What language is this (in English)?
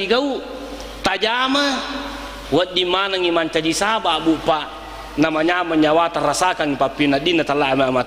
Buginese